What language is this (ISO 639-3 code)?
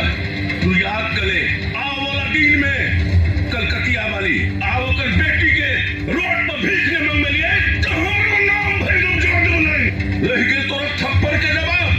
mai